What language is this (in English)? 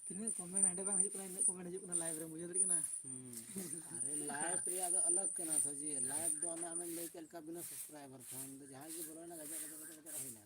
Santali